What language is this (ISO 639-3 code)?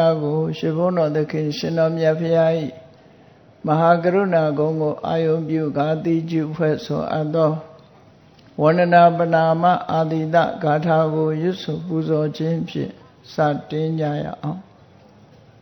mya